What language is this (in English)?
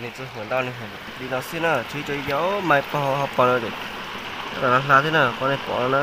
Hmong